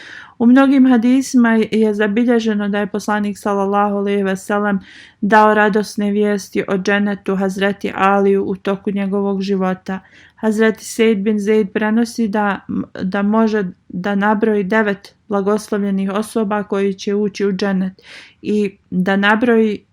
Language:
Bosnian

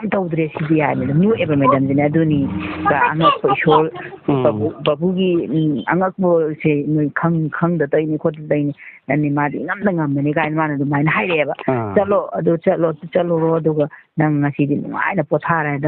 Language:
Manipuri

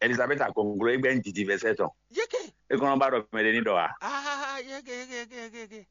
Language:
Fon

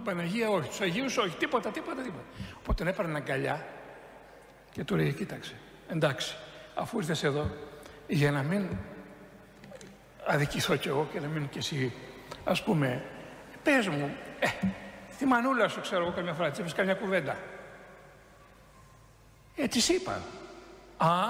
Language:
Greek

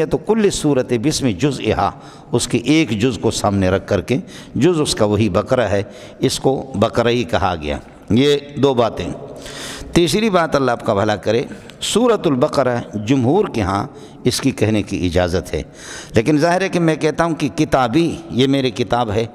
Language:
Urdu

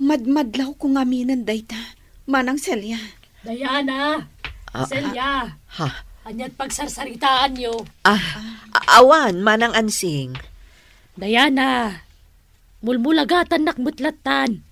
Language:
Iloko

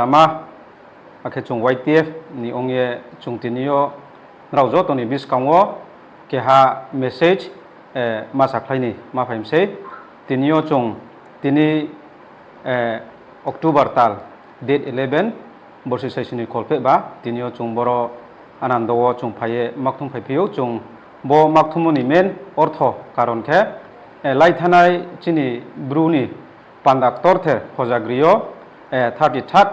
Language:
Riang (India)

